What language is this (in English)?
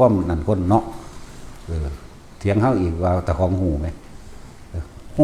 Northeastern Thai